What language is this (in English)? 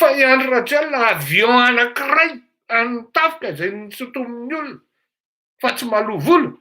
Malagasy